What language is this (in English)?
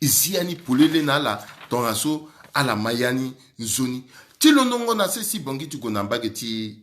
Sango